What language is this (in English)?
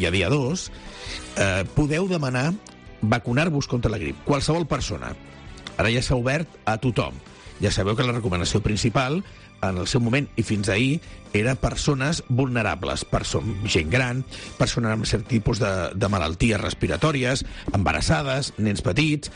Catalan